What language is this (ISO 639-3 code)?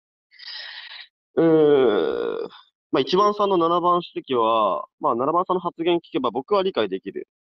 jpn